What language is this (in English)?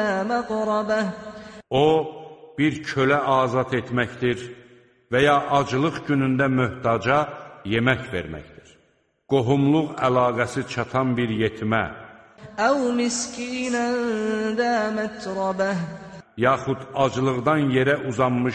Azerbaijani